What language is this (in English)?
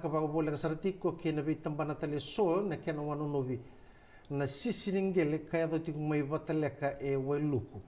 Fijian